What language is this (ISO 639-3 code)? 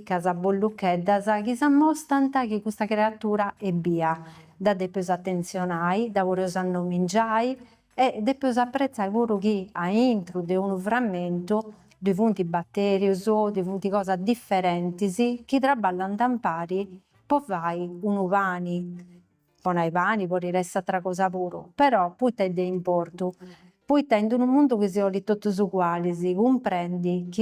srd